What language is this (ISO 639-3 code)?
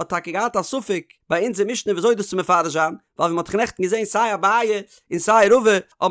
yid